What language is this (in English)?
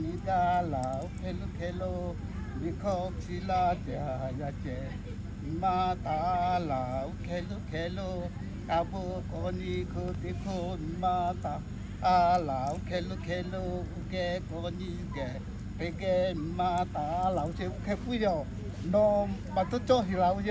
Lahu